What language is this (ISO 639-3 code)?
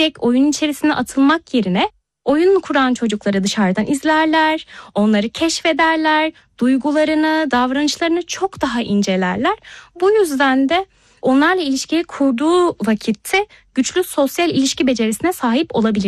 tur